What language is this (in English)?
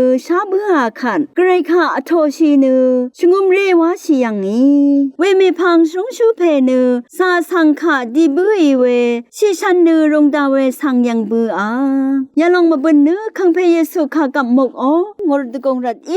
Rawang